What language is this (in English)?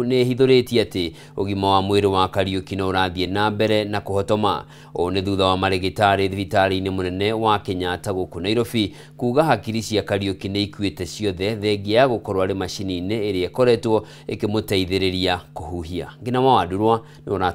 Kikuyu